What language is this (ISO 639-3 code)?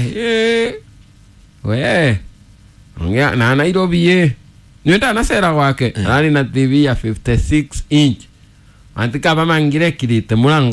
kik